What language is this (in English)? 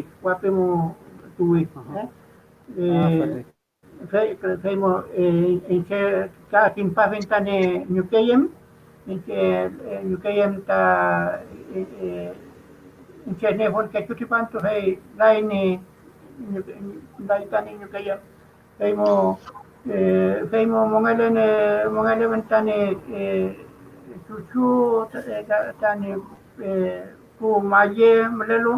Mapuche